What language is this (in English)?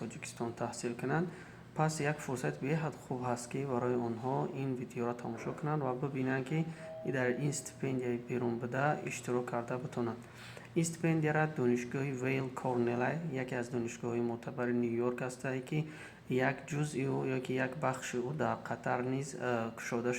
Tajik